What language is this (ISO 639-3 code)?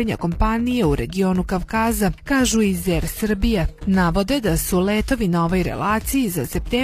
srp